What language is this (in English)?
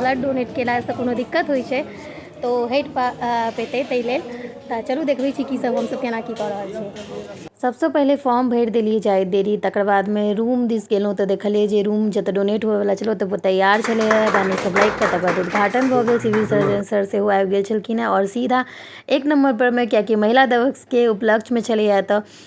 Maithili